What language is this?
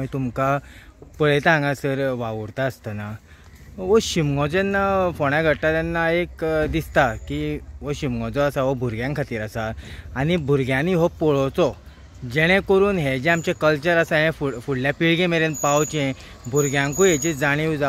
Konkani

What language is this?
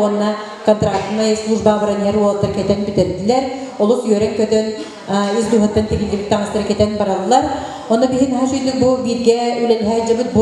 Yakut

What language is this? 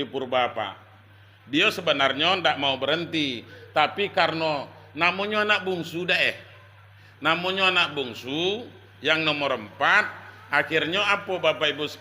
Minangkabau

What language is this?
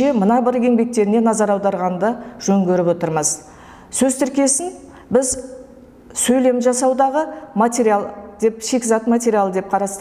Kazakh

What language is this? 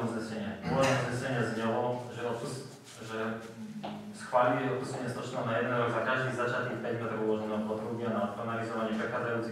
Slovak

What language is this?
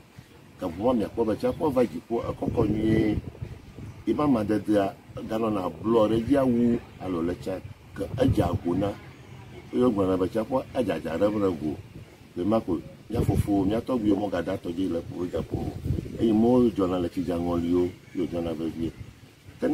Ewe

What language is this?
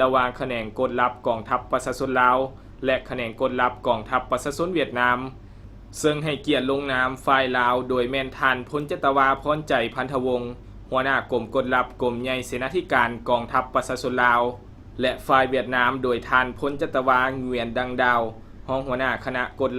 Lao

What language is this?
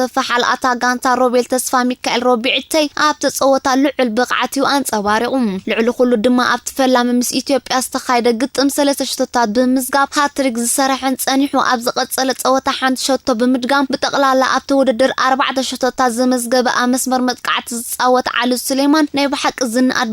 Tigrinya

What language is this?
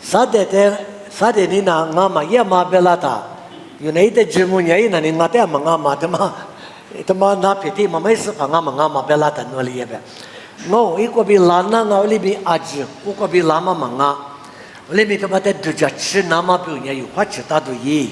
Lisu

